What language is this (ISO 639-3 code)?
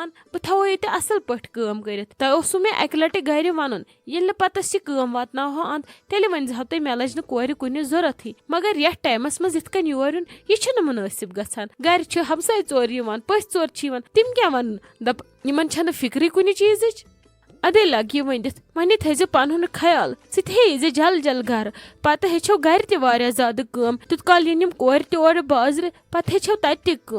kas